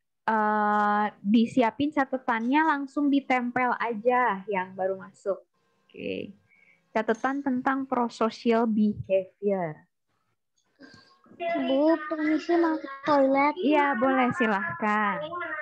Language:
Indonesian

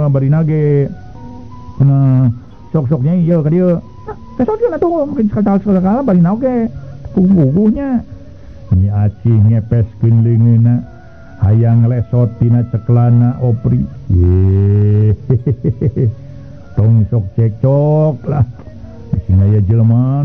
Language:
Sundanese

